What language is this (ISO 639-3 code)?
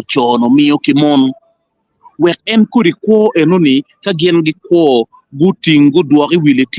ach